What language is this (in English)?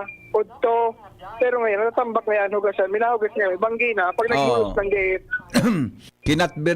Bikol